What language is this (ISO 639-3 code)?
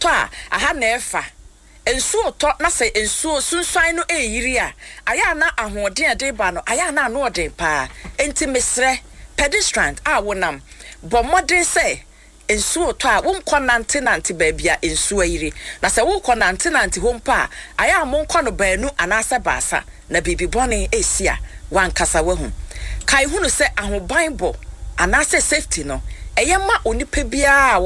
aka